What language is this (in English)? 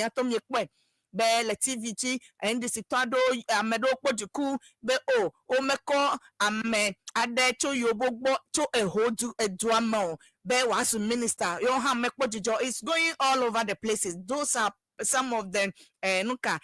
Ewe